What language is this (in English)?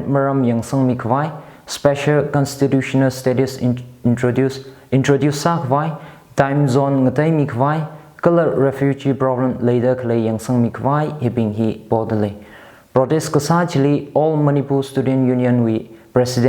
Tangkhul Naga (India)